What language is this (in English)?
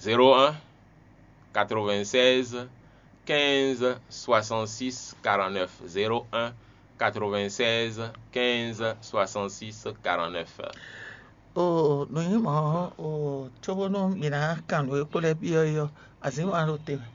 Fon